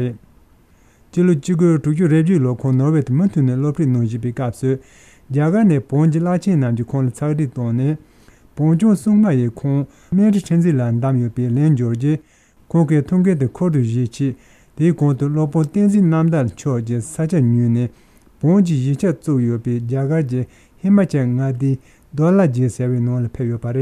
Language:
Tibetan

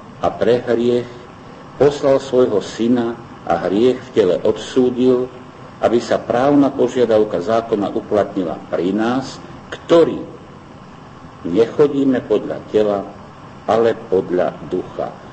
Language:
Slovak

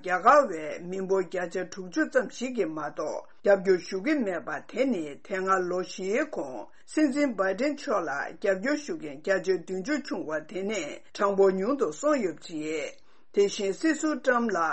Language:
Tibetan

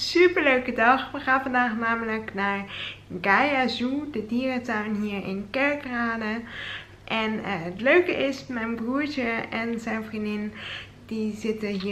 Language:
Dutch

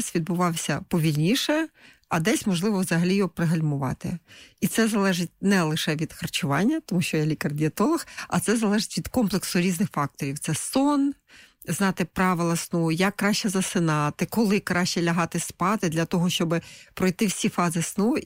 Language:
Ukrainian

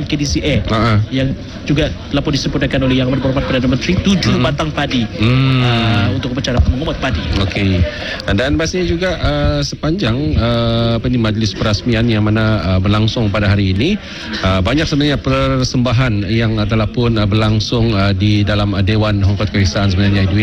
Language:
Malay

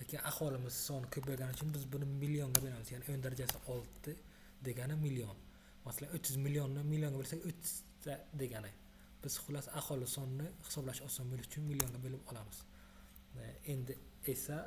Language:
Uzbek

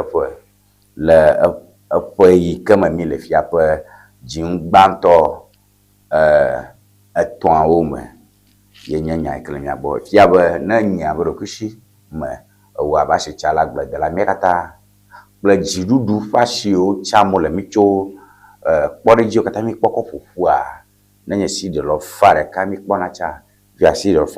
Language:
Ewe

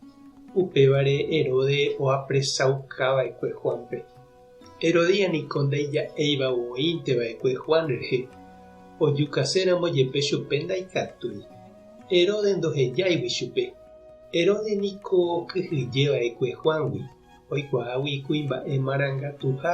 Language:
Guarani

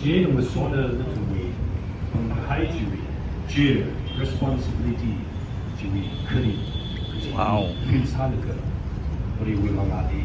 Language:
Tangkhul Naga (India)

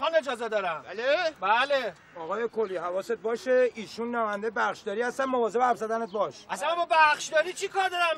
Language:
Persian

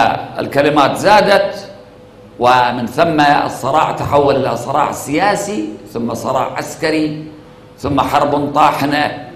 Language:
Arabic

